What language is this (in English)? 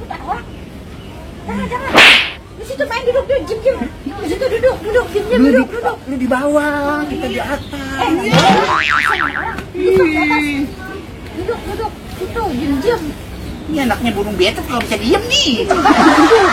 Betawi